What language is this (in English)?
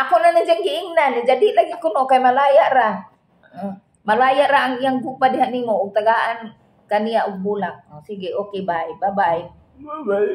Cebuano